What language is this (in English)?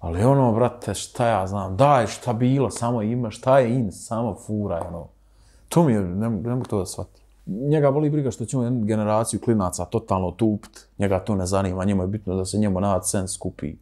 Bosnian